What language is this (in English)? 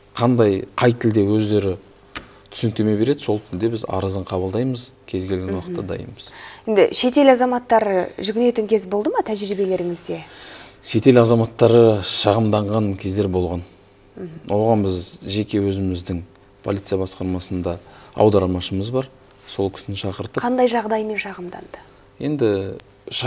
Kazakh